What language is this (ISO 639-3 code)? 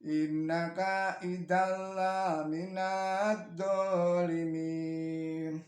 jav